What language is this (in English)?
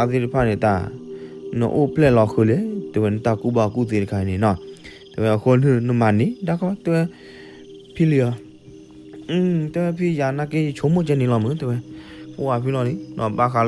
S'gaw Karen